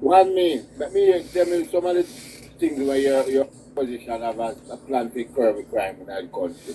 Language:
Jamaican Creole English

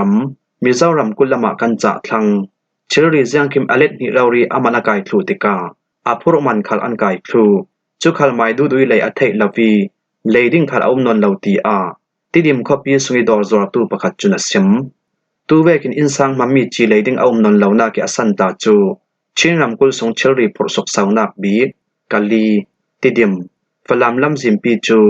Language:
Falam Chin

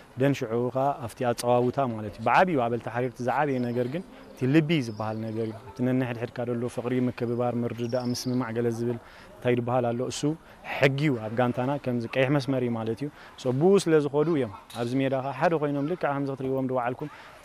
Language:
Tigrinya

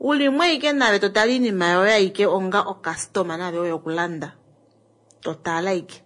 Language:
Kuanyama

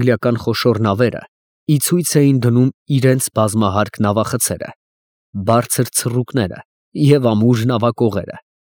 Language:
Armenian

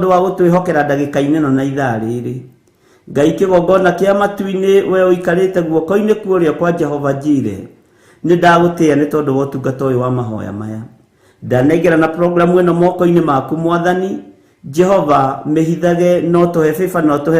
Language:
Kikuyu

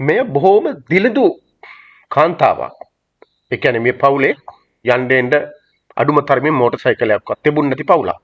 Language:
Sinhala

